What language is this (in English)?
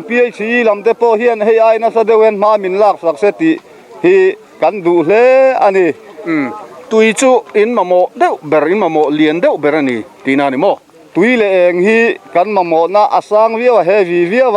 Mizo